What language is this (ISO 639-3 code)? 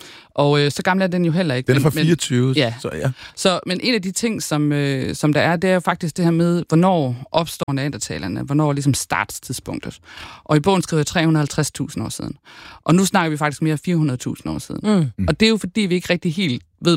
dan